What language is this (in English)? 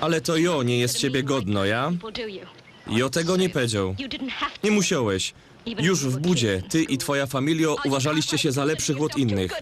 Silesian